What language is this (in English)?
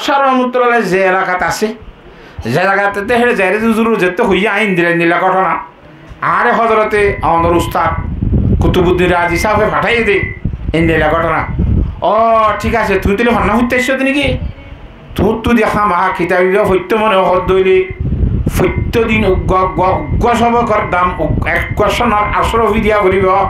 Rohingya